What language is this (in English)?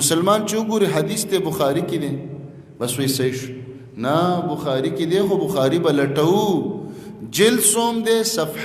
Pashto